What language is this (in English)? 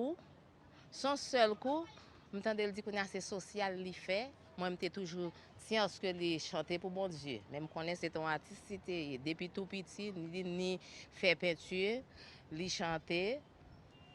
Haitian Creole